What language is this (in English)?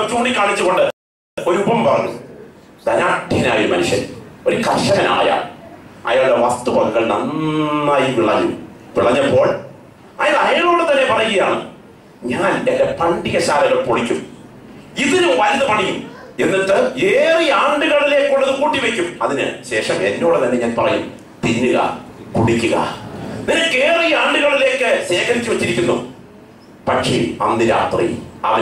Malayalam